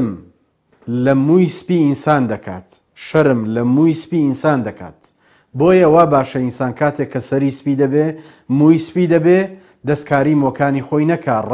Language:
Central Kurdish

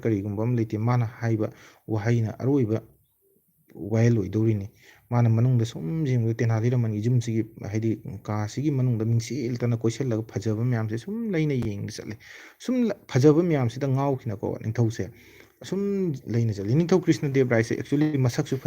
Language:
Manipuri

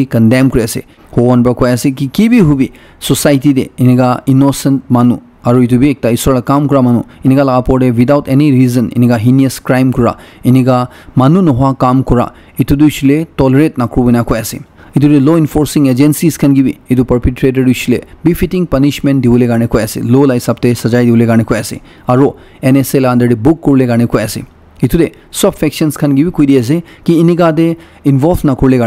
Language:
Naga Pidgin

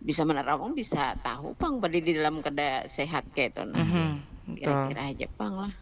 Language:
Banjar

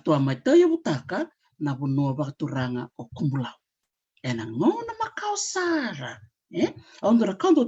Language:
Fijian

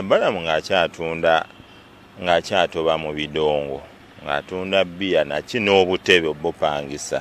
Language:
Ganda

